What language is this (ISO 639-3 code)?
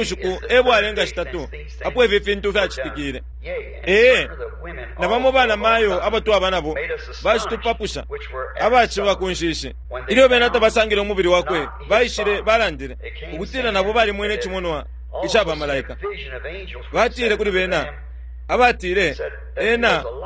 bem